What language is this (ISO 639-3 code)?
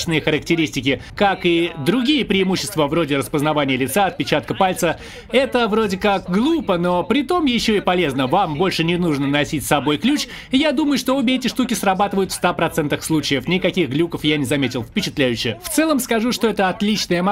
rus